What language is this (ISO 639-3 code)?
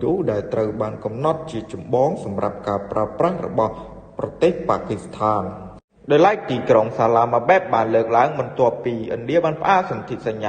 khm